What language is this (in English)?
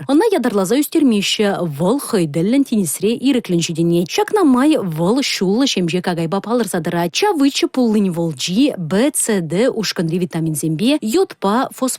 Chuvash